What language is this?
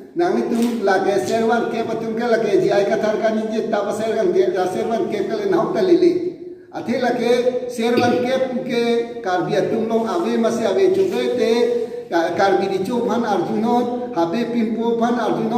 Karbi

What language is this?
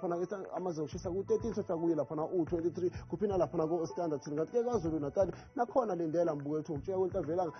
Zulu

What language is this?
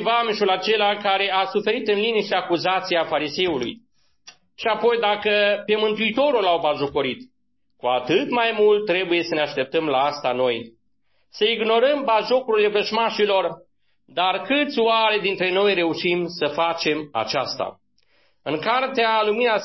Romanian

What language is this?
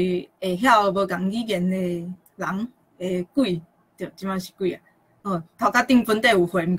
Min Nan Chinese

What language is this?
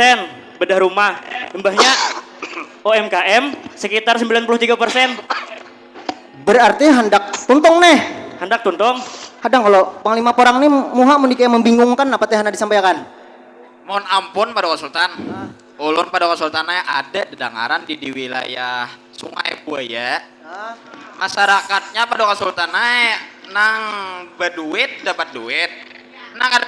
Banjar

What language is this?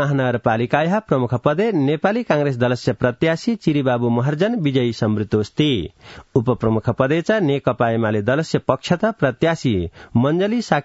Sanskrit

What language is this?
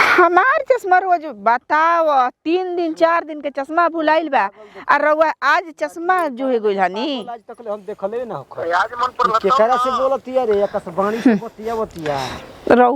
Bhojpuri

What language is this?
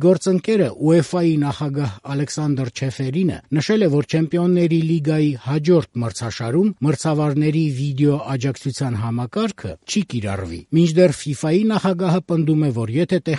Armenian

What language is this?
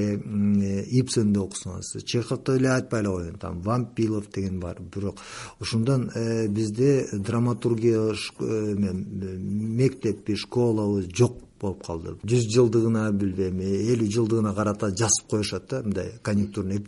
Kyrgyz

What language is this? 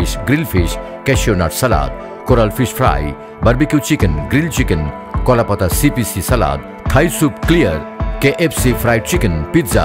Bangla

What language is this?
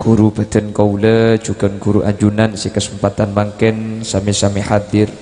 Madurese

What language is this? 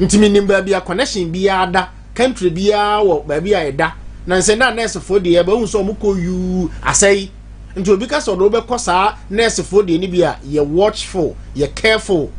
Akan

